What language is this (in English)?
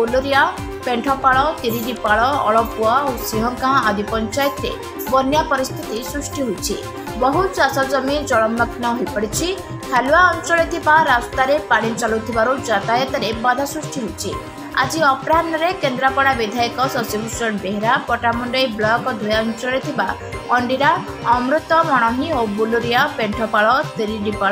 Odia